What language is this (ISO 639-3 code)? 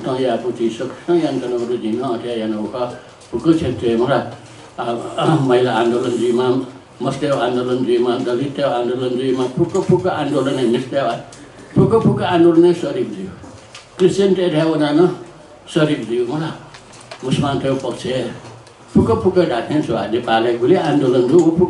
new